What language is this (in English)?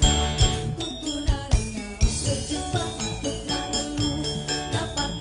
Banjar